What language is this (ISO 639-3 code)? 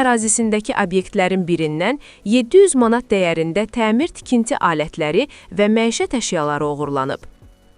aze